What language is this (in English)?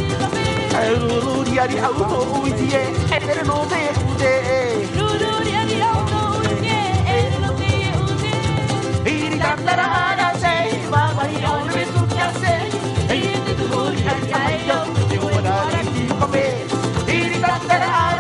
Tahitian